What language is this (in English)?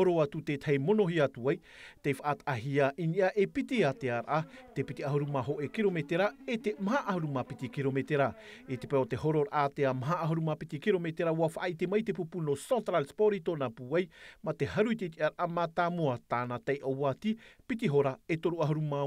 Tahitian